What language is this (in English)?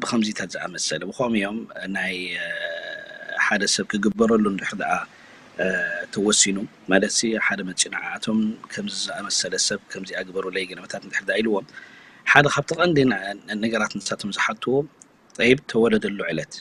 Tigrinya